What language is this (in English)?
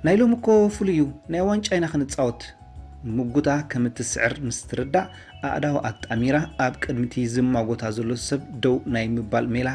Tigrinya